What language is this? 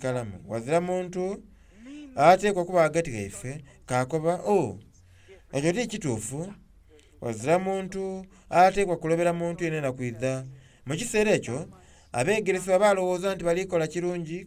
Soga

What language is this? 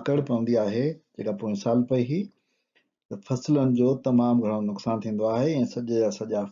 Sindhi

